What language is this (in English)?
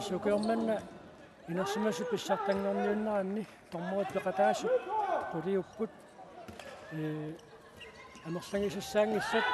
Kalaallisut